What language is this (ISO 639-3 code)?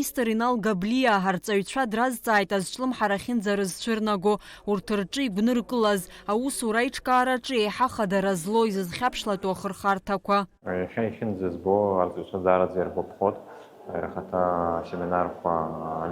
abk